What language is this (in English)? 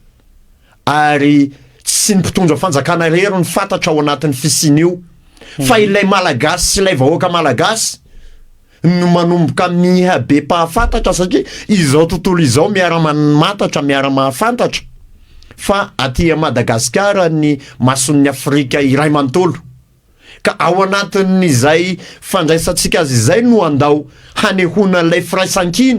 Malagasy